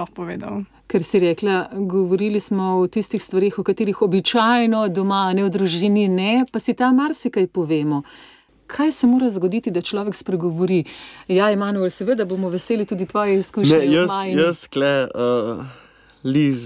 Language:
Slovenian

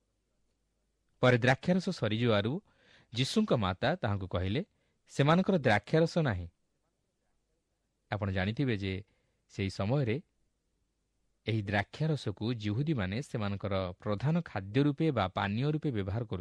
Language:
Odia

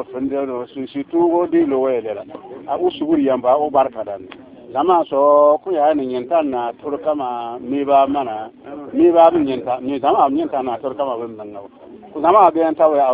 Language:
Bissa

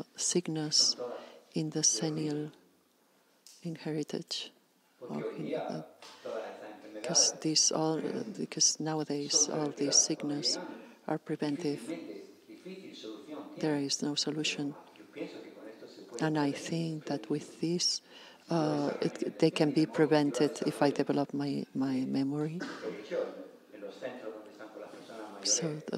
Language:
English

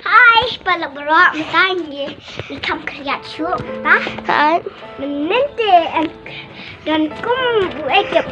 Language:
Khasi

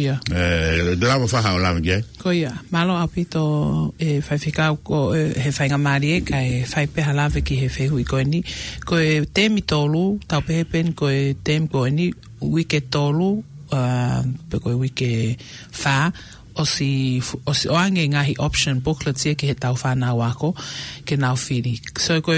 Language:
Tongan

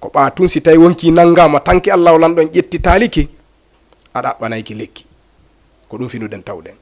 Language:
Fula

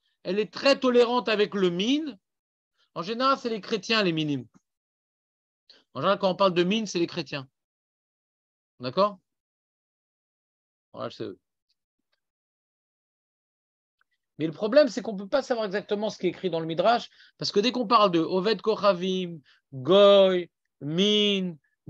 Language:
French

